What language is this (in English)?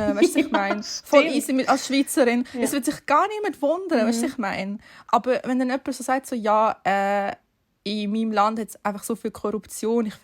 Swiss German